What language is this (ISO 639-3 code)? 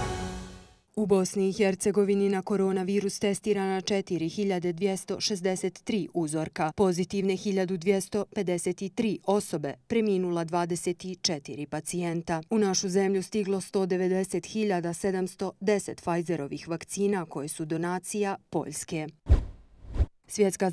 bos